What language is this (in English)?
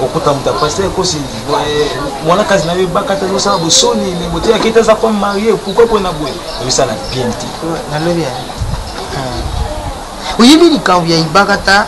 Lingala